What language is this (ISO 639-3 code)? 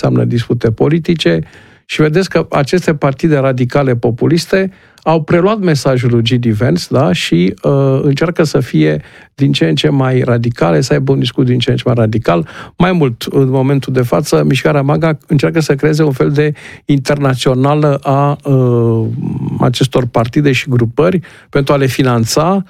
ron